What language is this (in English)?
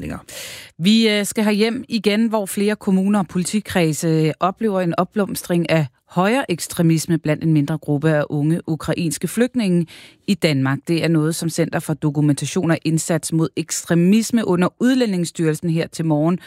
Danish